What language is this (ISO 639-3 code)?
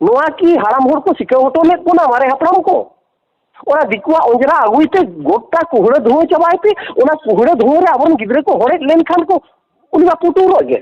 sat